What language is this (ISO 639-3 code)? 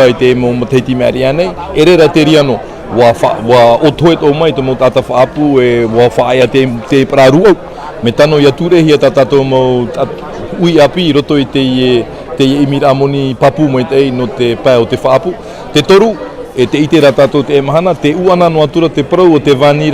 tah